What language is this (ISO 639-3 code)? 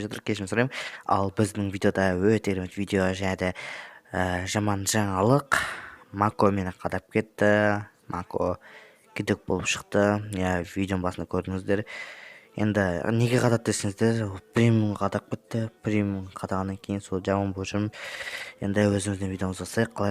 kaz